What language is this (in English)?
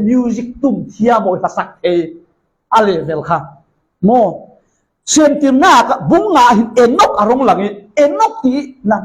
Falam Chin